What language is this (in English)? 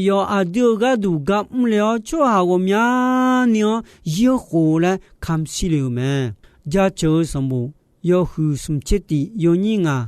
Akha